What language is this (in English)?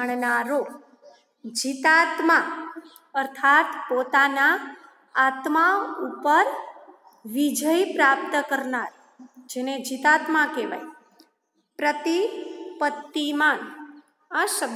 Gujarati